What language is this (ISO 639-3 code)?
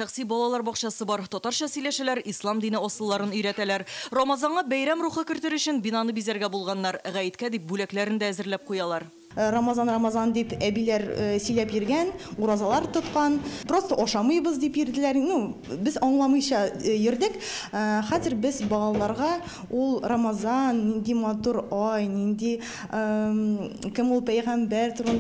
tat